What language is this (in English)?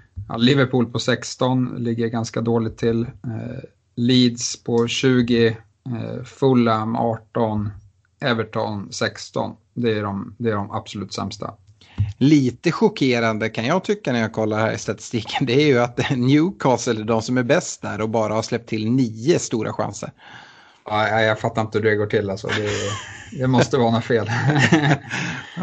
Swedish